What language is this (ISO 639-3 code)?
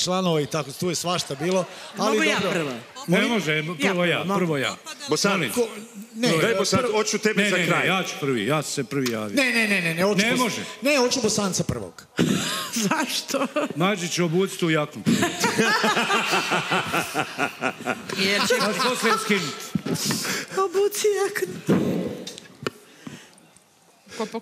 srp